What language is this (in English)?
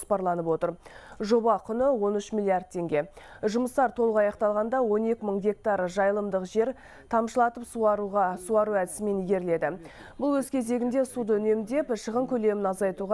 Kazakh